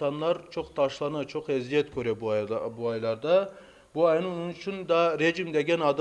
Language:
Crimean Tatar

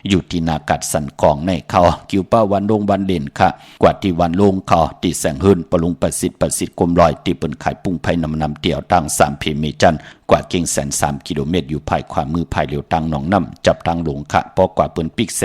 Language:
Shan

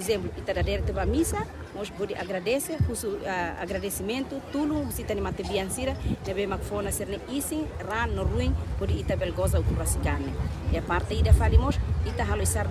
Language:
Tetum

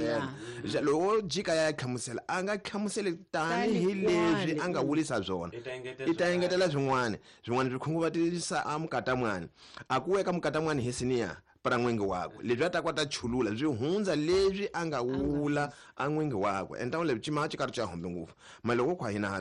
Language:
Tsonga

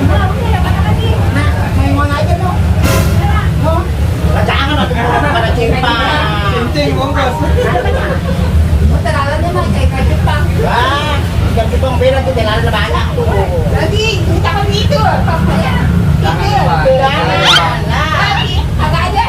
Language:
Betawi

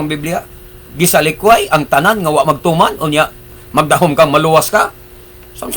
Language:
Cebuano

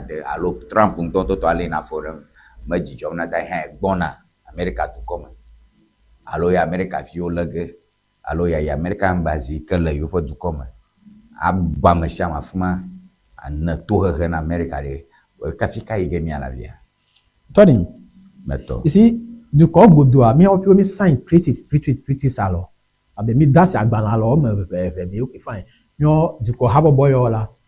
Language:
Ewe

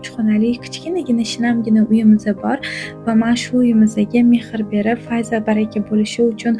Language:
Uzbek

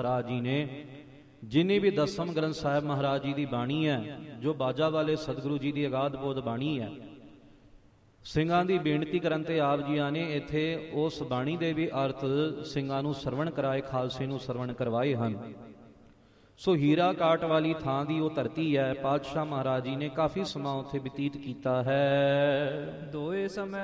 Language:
Punjabi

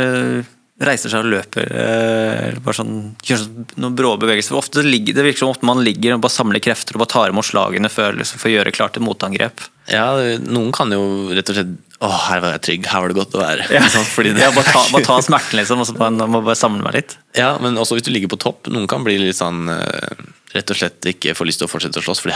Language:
Norwegian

